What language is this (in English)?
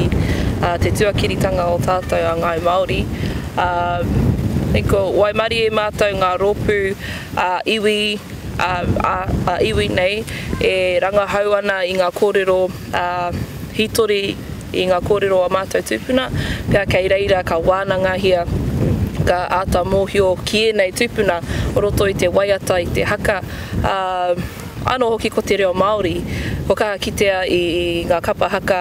Māori